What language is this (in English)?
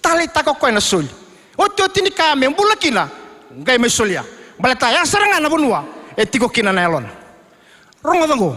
Fijian